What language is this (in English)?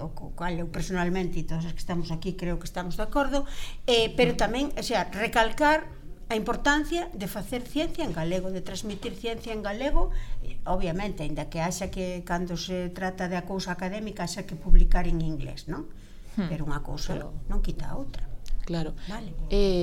Galician